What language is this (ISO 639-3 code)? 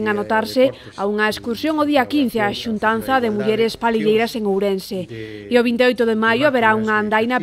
glg